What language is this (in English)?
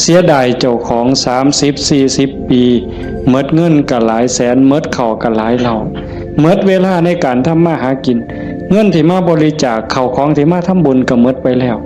Northeastern Thai